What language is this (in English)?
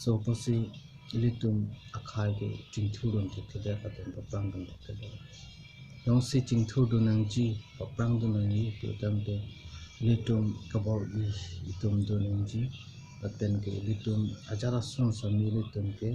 Karbi